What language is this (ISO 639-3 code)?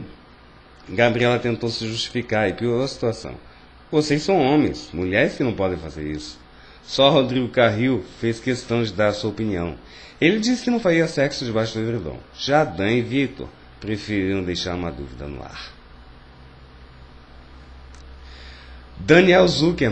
por